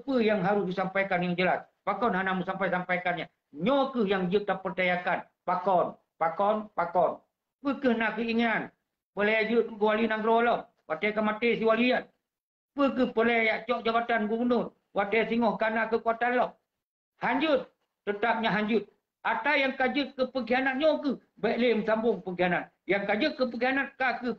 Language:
Achinese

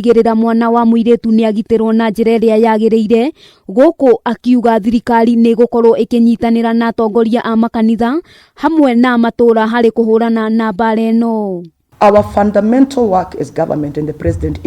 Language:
Kikuyu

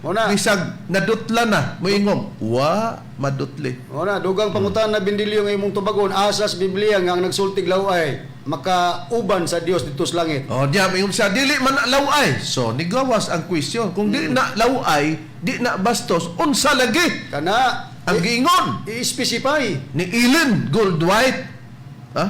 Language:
Cebuano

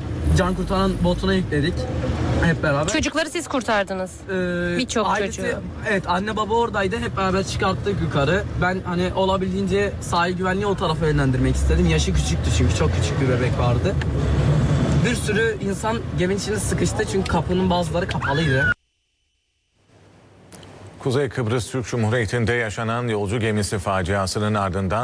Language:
Turkish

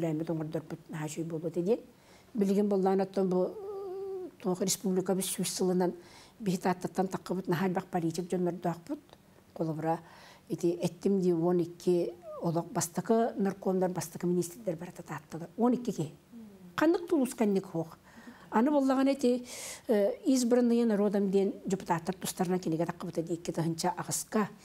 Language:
Yakut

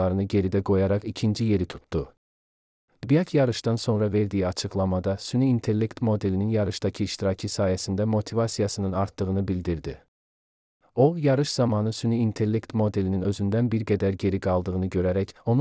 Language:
Azerbaijani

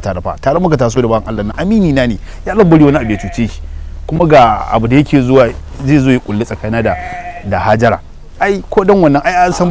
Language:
Hausa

